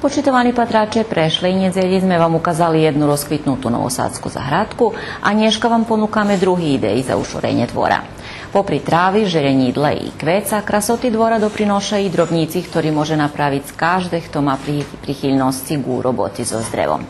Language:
Rusyn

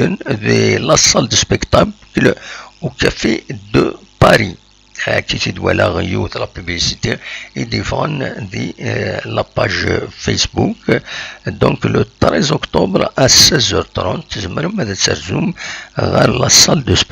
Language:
Kabyle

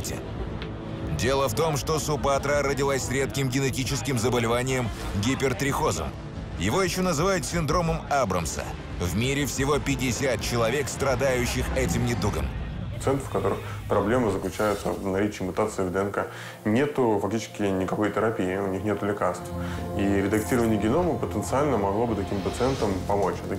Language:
Russian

